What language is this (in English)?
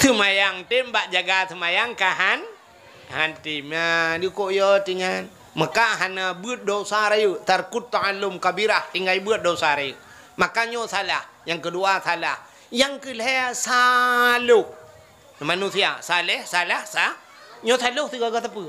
Achinese